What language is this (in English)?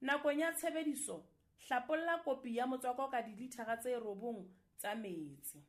Southern Sotho